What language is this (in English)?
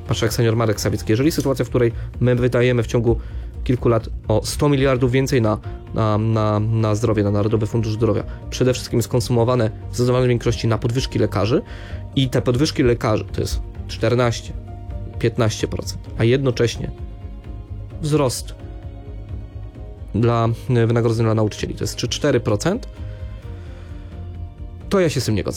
Polish